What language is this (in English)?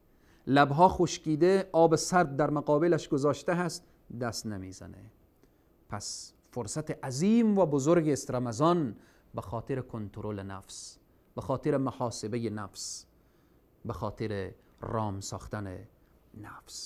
Persian